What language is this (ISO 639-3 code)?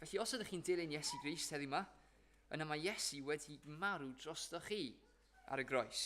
cym